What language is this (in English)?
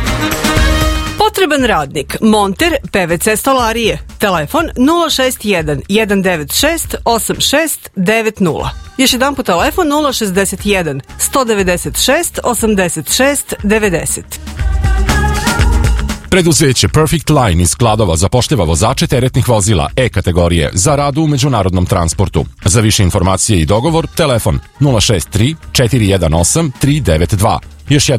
Serbian